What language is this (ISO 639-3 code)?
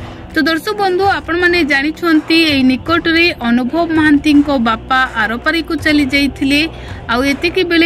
ori